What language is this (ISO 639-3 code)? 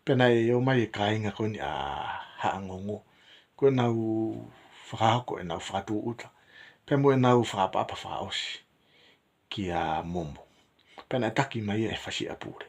ton